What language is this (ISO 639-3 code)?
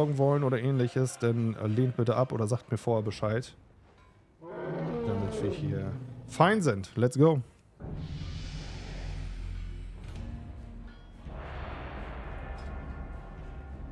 deu